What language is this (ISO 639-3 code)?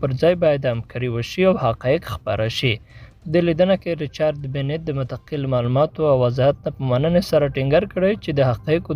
pus